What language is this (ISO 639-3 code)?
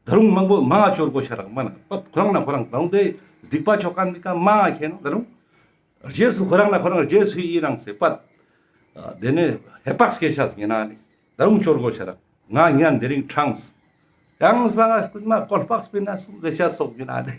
lbj